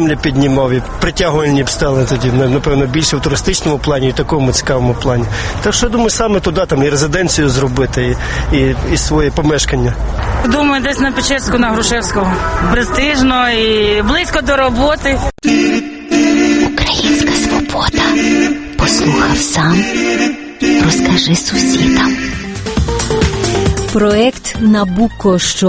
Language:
Ukrainian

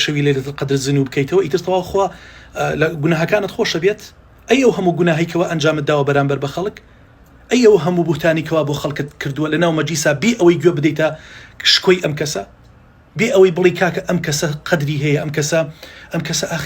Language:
Central Kurdish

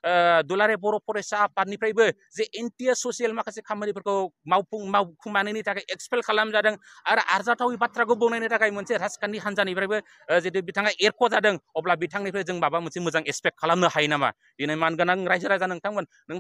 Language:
Bodo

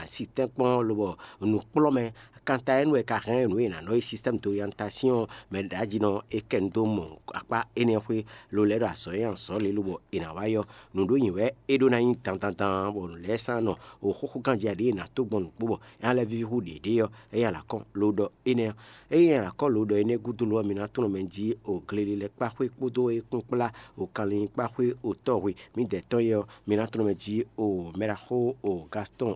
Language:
Fon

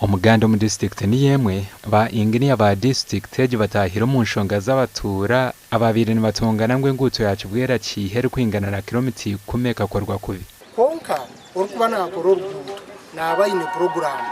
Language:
Nyankole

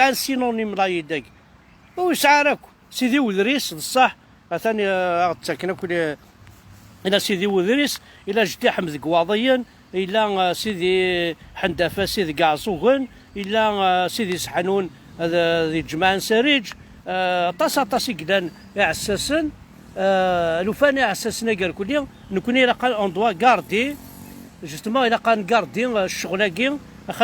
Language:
Kabyle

